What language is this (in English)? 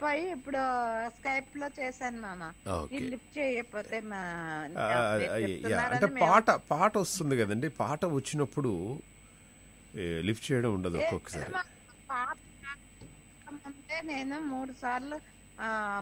Telugu